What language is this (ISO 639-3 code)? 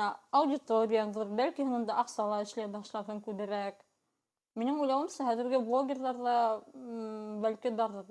bak